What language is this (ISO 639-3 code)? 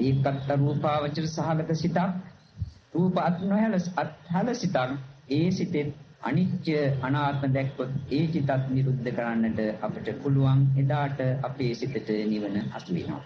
sin